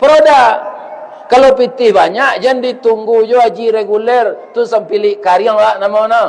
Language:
Minangkabau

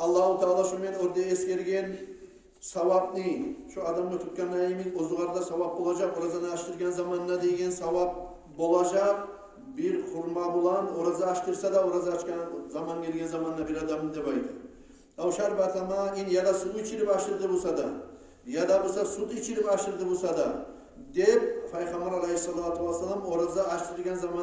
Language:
Kumyk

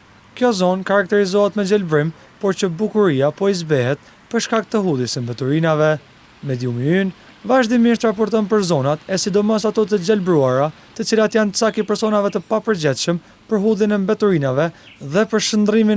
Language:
Albanian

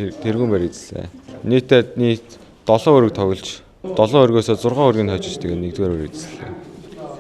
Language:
Mongolian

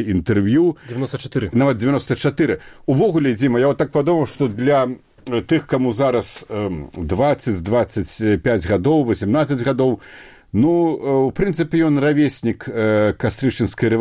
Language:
Belarusian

